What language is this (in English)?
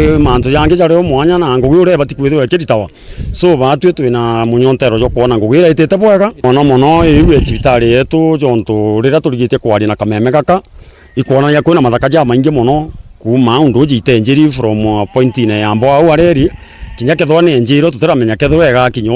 Meru